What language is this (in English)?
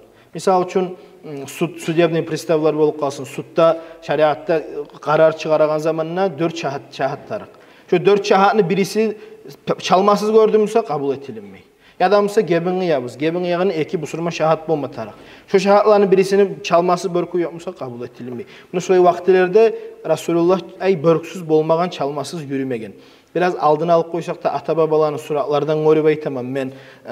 Kumyk